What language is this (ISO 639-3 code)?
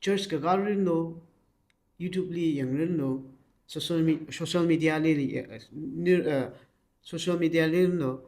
nmf